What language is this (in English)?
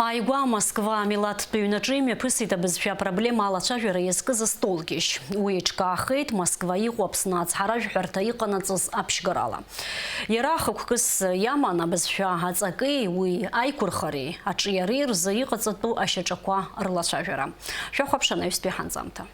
Abkhazian